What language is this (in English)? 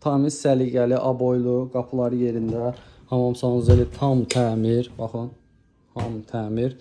Azerbaijani